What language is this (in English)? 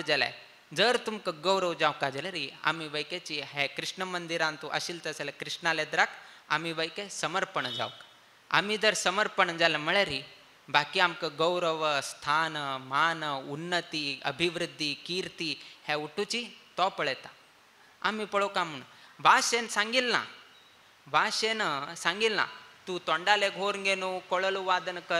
Konkani